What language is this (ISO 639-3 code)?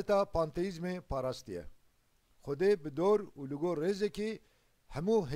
kur